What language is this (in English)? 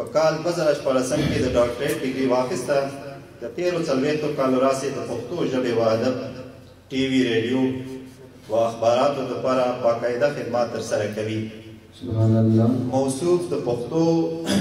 Pashto